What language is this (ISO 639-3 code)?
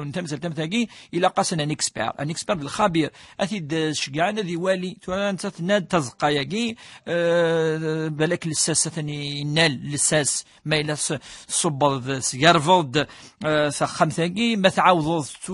kab